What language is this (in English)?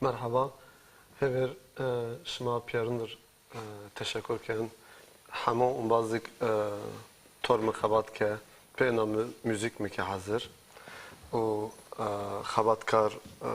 Zaza